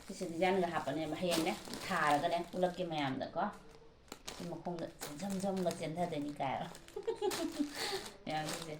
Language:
Manipuri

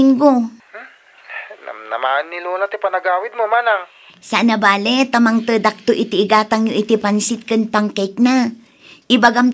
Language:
Iloko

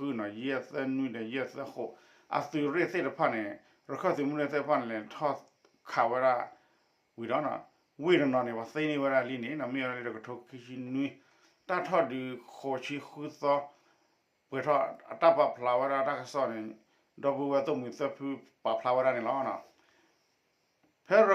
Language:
S'gaw Karen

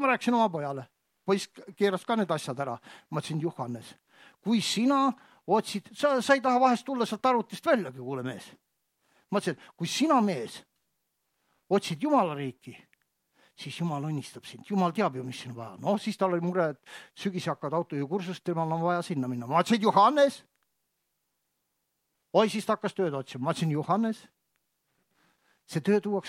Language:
Estonian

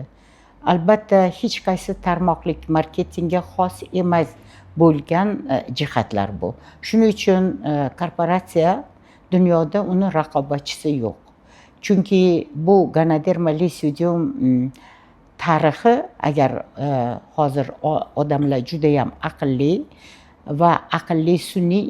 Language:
Uzbek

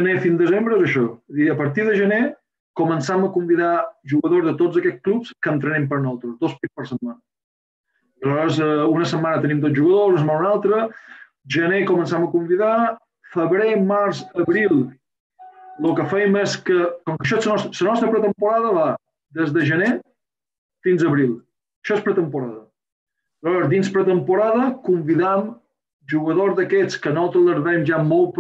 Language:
Catalan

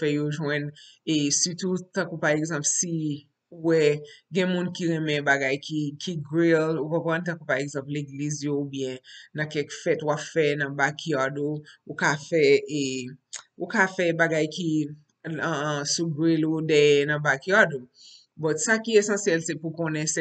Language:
Haitian Creole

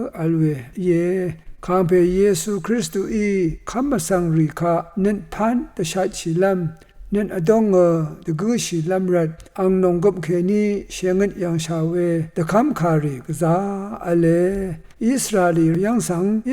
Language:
Rawang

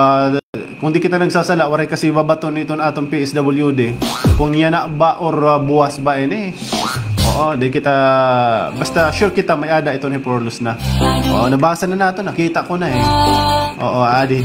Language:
Waray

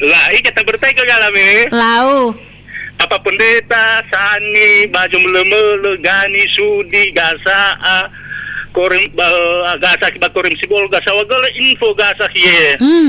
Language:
Nias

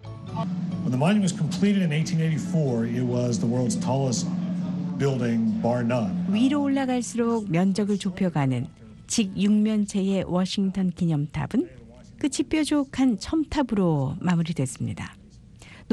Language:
Korean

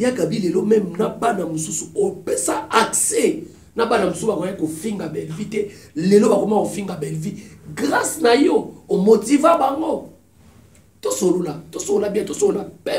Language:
Lingala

